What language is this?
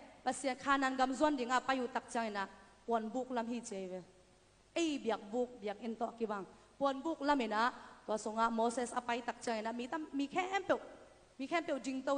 Tedim Chin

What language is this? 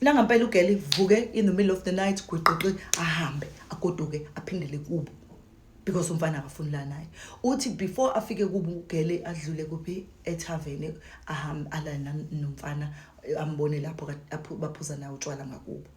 Zulu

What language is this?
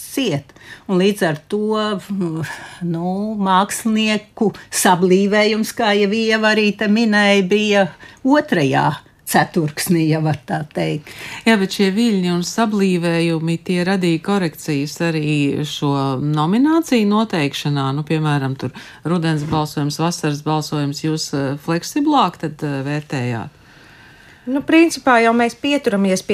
Latvian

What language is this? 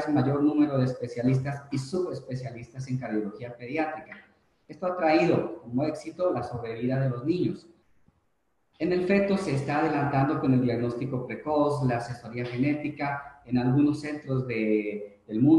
Spanish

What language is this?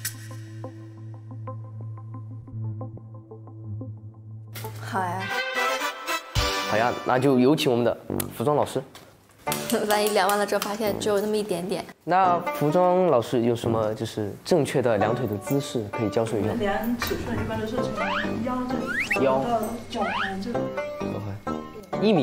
Chinese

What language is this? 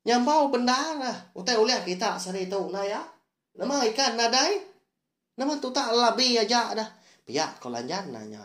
Iban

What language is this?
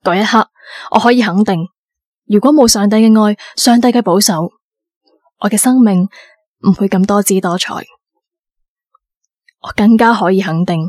Cantonese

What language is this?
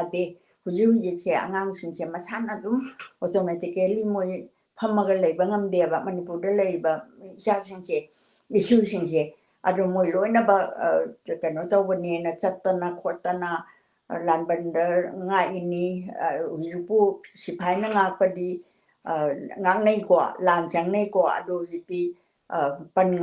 Manipuri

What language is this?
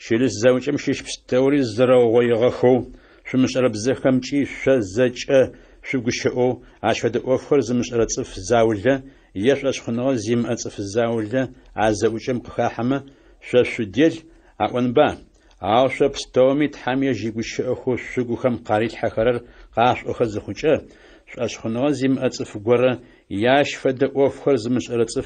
Adyghe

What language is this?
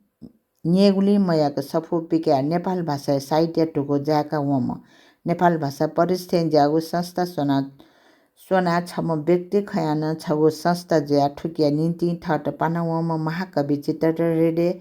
Newari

